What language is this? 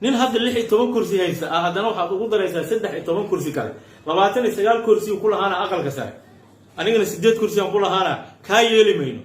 Somali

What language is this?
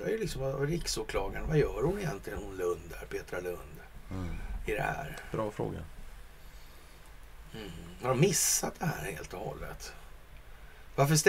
Swedish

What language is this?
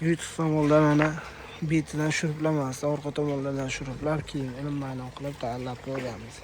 Uzbek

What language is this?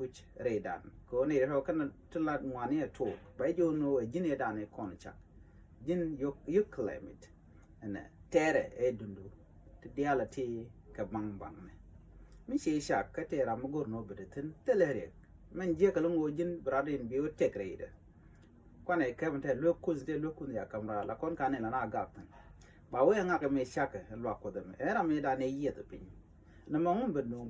Nuer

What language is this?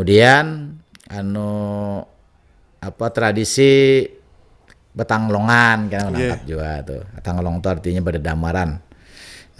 Banjar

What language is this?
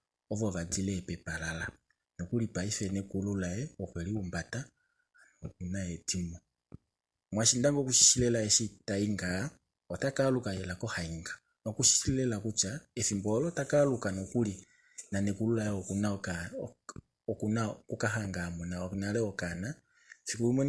Kuanyama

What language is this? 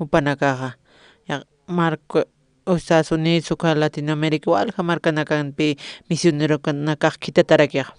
Aymara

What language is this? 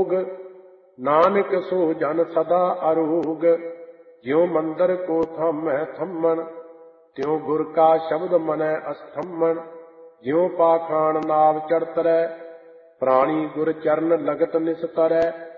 Punjabi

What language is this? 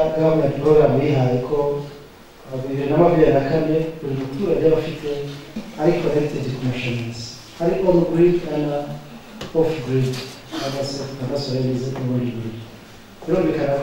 Kinyarwanda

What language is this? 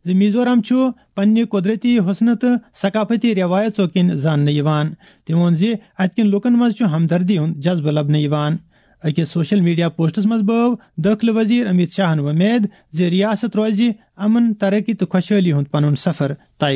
Kashmiri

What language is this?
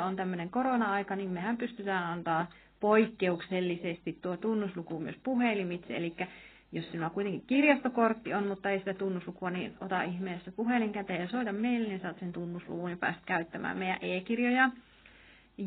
Finnish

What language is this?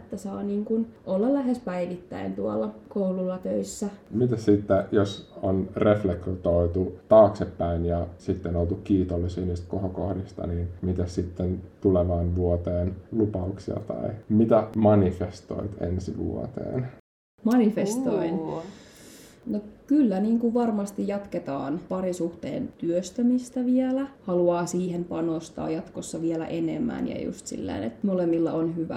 Finnish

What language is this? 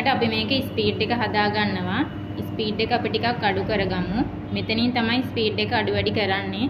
Sinhala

